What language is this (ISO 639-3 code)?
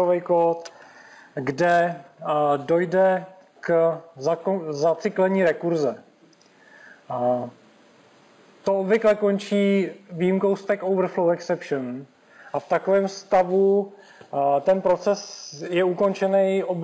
ces